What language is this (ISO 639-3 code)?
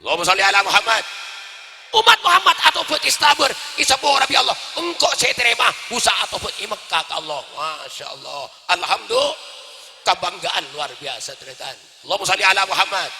mad